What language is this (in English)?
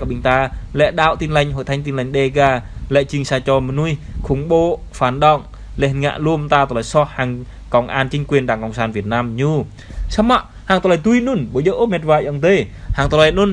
Jarai